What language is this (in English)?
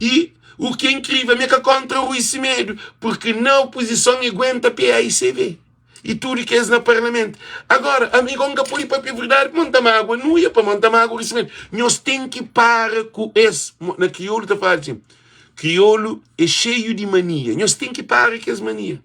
Kabuverdianu